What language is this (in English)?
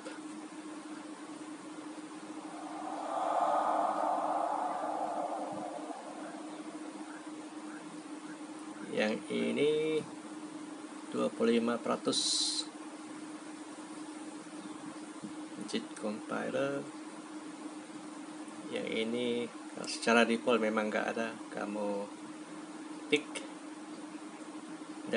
Malay